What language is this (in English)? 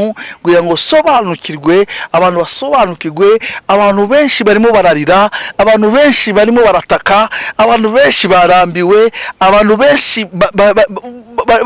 Kinyarwanda